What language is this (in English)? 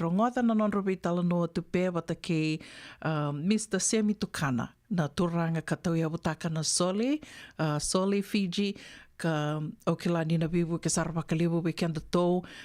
Fijian